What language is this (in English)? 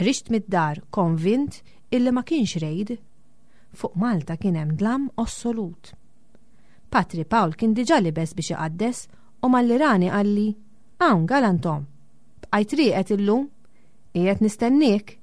Maltese